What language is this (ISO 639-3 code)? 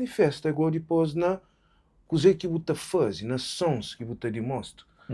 kea